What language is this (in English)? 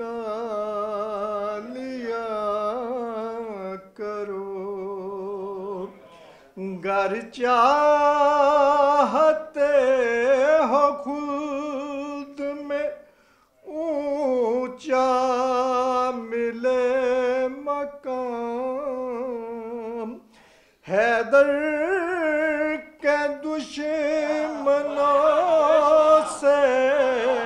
Urdu